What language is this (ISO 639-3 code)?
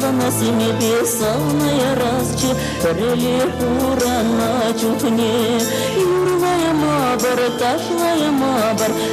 chv